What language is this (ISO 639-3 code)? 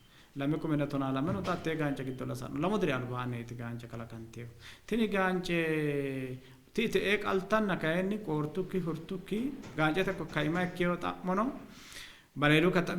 sid